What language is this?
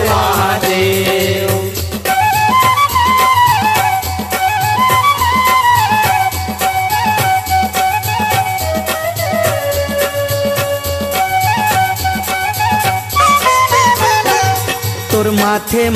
Chhattisgarhi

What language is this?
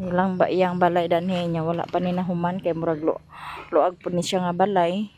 Cebuano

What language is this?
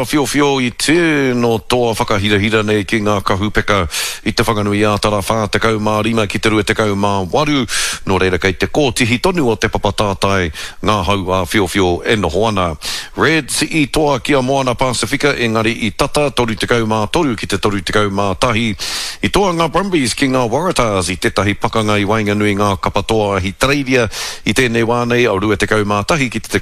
Māori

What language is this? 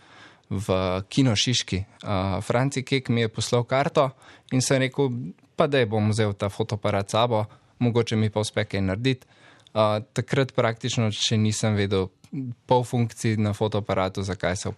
Slovenian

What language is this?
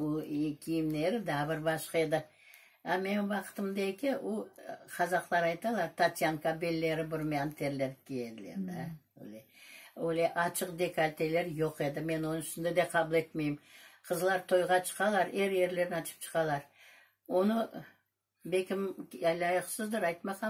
Crimean Tatar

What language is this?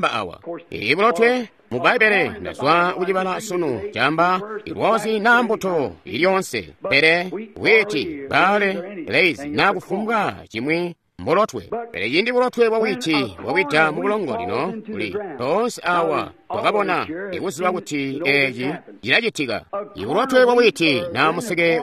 Tonga (Zambia)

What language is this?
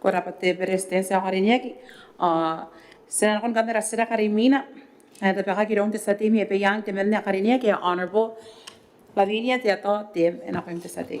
Gilbertese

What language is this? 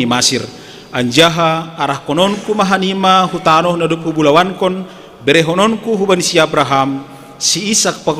Batak Simalungun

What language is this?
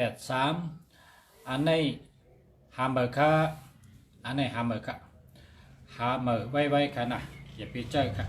Shan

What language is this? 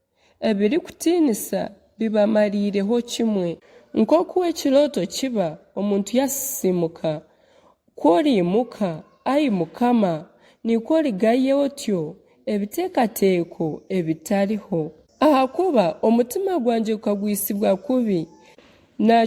Nyankole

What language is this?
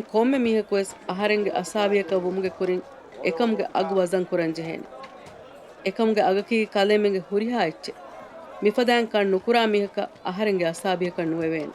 Divehi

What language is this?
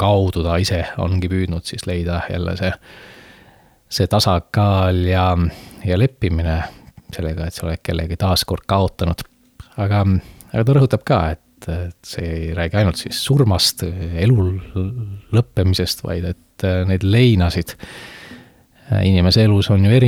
Estonian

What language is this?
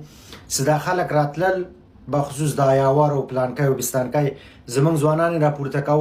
Pashto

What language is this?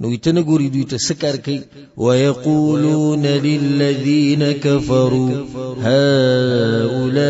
Pashto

